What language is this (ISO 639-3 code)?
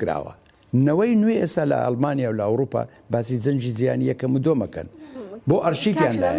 ckb